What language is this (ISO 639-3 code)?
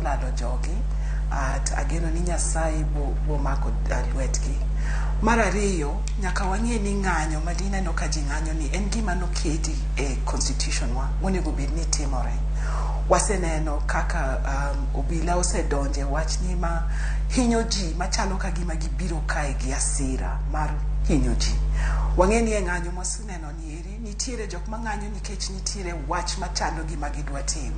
luo